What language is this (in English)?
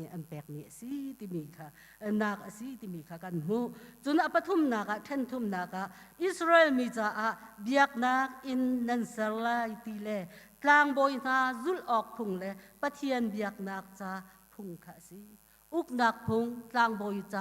Hakha Chin